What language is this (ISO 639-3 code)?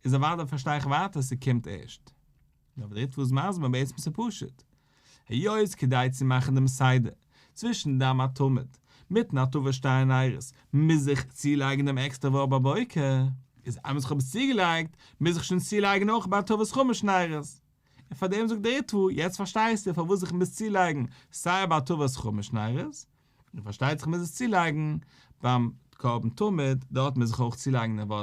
yid